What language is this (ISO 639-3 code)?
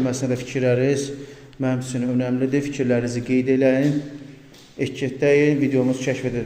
aze